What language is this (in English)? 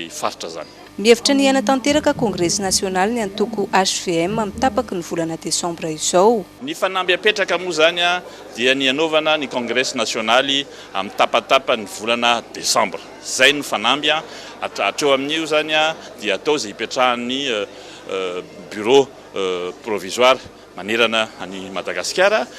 Malagasy